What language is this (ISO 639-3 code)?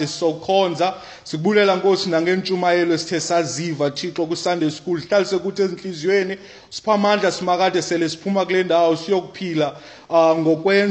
xho